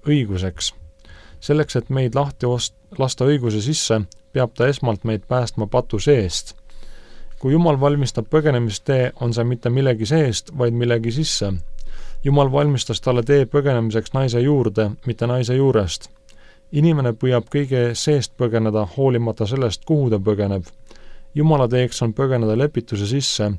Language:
Estonian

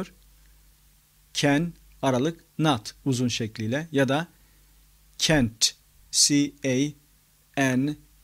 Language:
Turkish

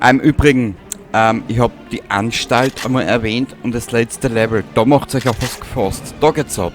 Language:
Bavarian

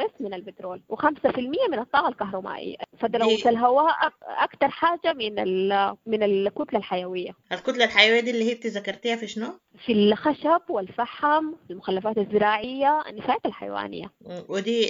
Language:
Sudanese Arabic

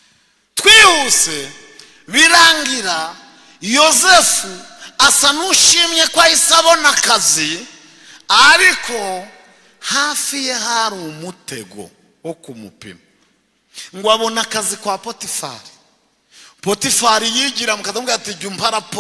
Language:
Kinyarwanda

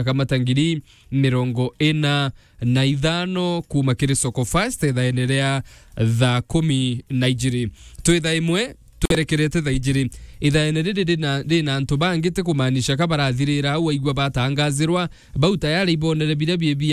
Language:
Meru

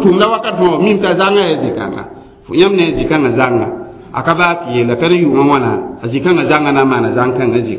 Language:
Mossi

